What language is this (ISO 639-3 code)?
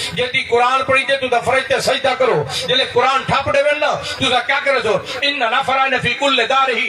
skr